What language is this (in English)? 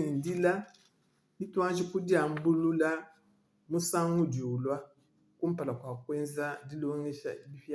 Luba-Lulua